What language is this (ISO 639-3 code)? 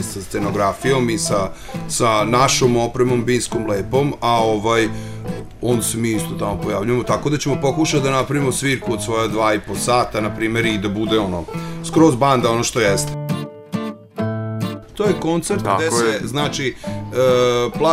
srp